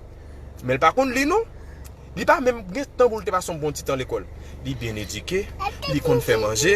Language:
Haitian Creole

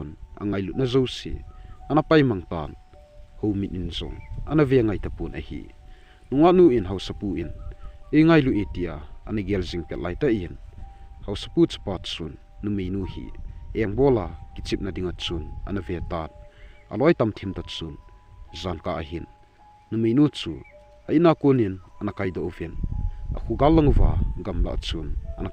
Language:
Thado Chin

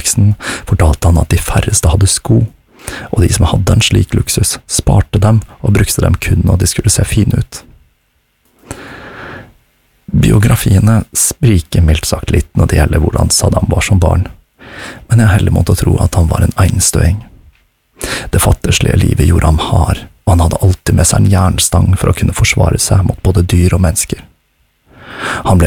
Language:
Norwegian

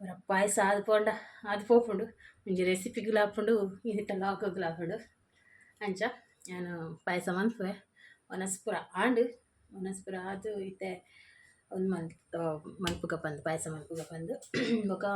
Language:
Tulu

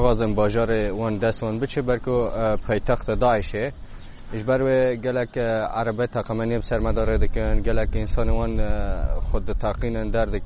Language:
Kurdish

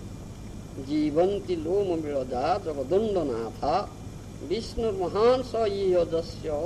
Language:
Odia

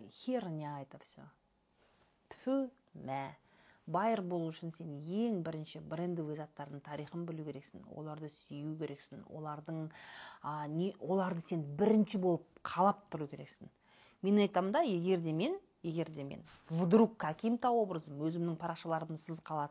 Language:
Kazakh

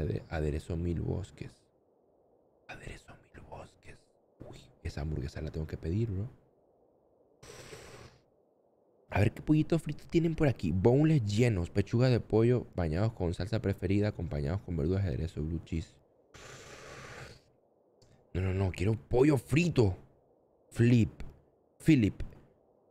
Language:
Spanish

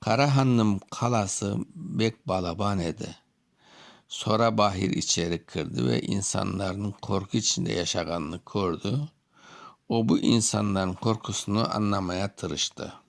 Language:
Crimean Tatar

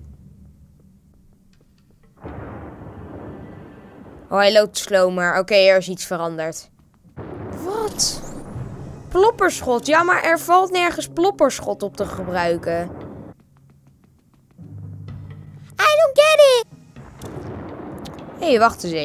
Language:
Dutch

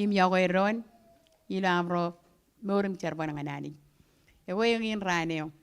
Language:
Marshallese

